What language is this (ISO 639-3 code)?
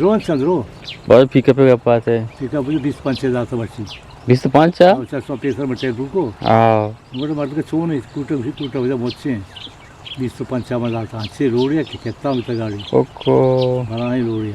bgp